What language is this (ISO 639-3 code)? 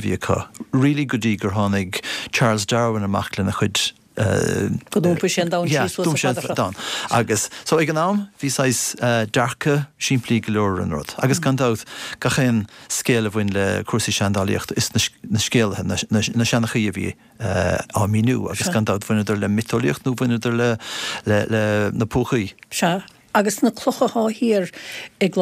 gle